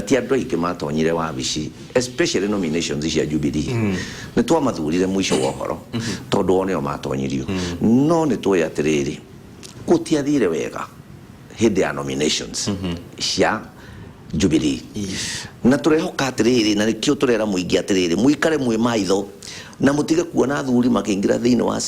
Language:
Kikuyu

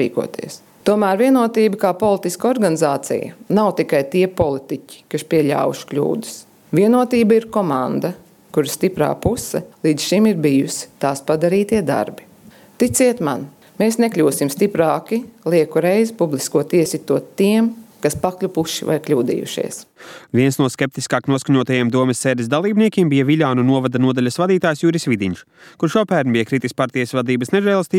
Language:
Latvian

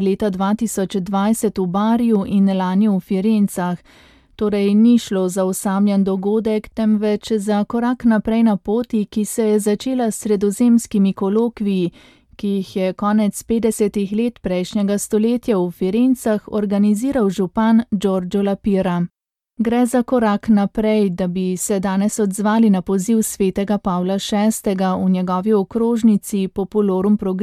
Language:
Slovenian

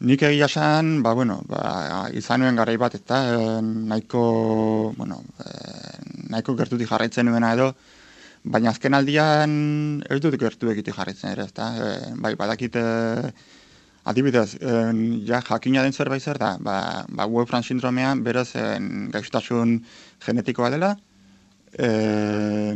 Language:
Basque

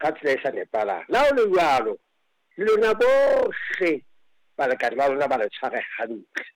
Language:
Southern Sotho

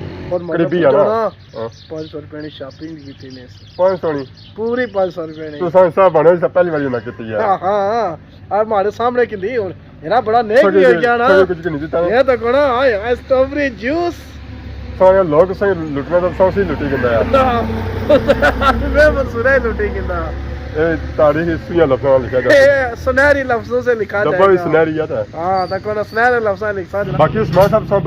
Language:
Pahari-Potwari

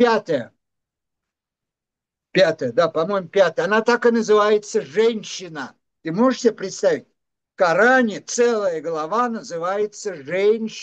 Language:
Russian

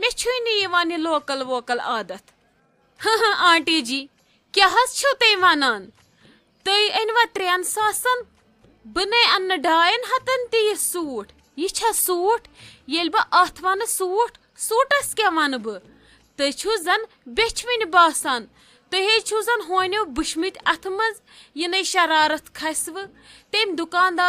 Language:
Kashmiri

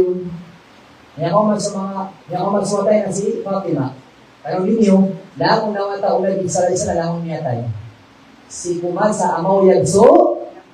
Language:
Maranao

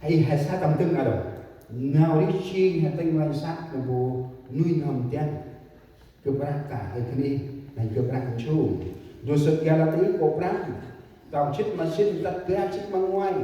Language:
Central Mnong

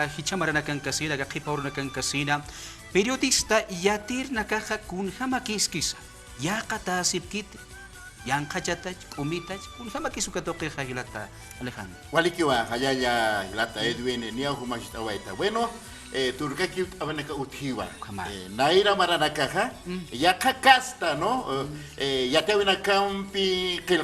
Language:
Aymara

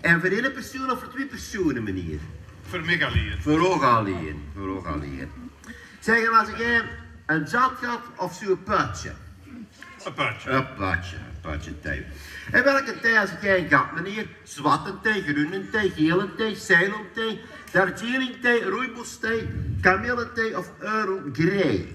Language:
Limburgish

